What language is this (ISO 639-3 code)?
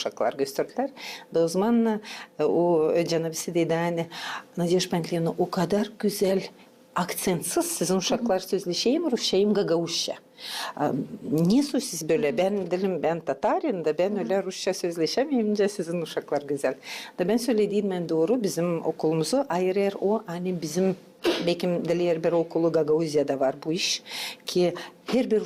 gag